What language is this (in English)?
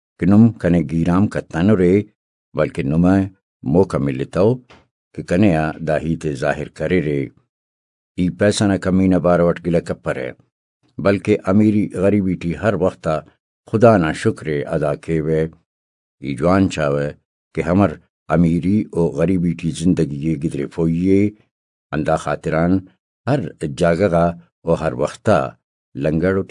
Brahui